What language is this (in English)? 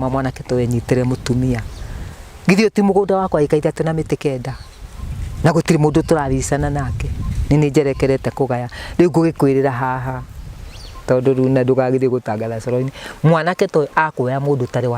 Kikuyu